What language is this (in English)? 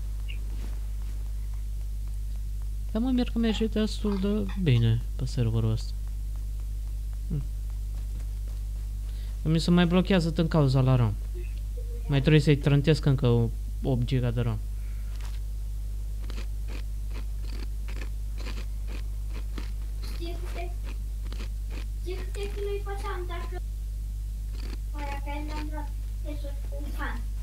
Romanian